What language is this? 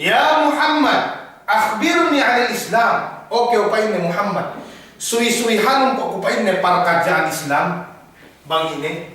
Yakan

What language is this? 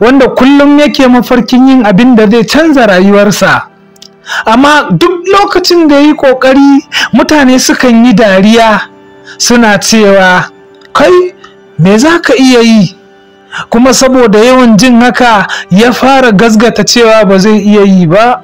Hausa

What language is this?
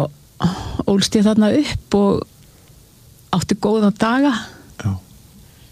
Icelandic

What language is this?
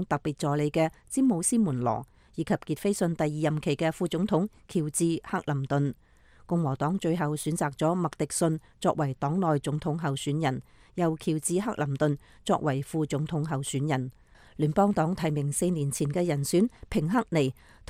Cantonese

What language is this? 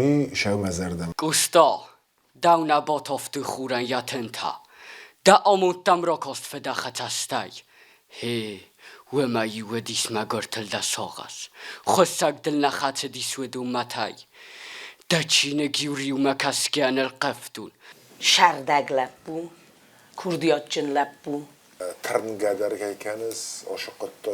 Ossetic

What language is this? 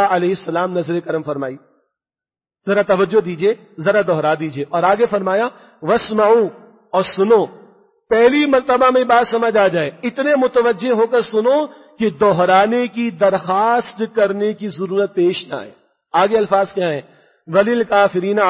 Urdu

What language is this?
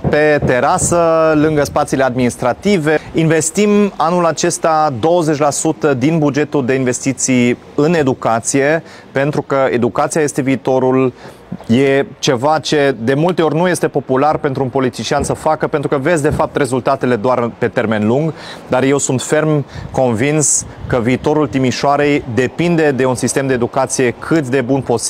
Romanian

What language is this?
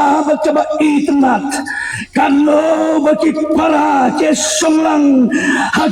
Khasi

